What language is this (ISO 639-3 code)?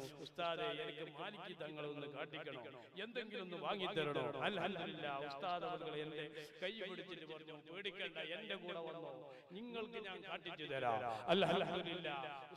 mal